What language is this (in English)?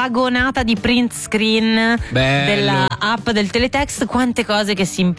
Italian